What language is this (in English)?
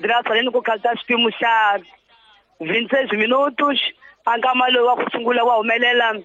Tsonga